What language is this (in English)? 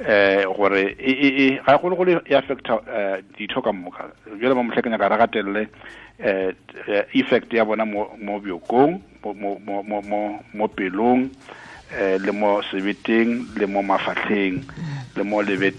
Northern Sotho